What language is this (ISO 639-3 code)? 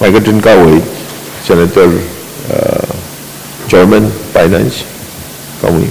pon